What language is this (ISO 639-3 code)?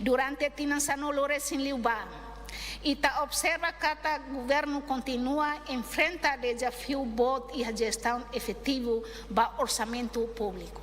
tet